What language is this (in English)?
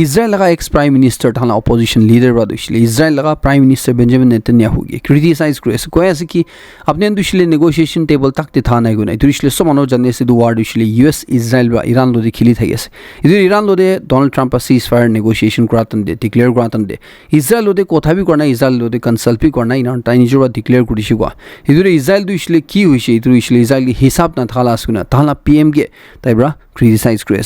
Naga Pidgin